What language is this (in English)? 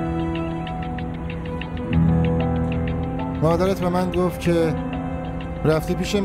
Persian